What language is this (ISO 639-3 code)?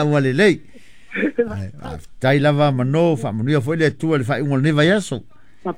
smo